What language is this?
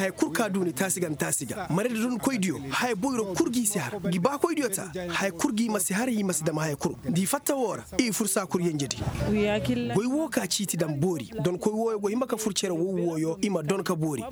Koyraboro Senni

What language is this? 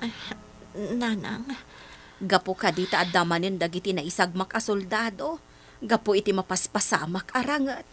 Iloko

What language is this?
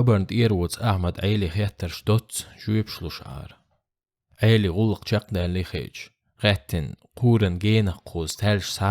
Chechen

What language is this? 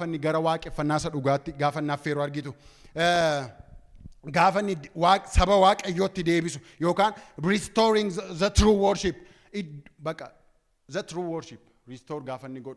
Oromo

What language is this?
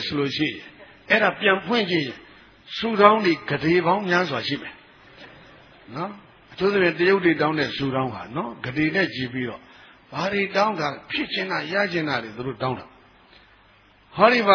Burmese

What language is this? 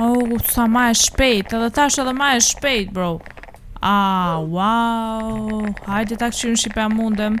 Albanian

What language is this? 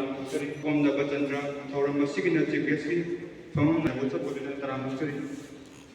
Manipuri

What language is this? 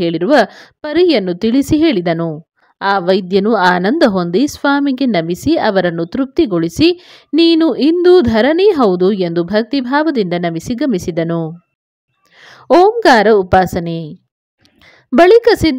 Kannada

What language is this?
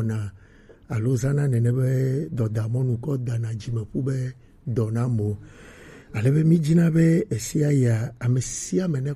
Gen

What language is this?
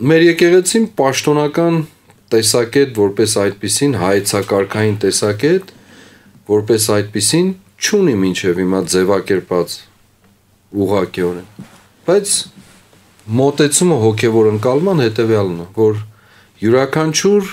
Armenian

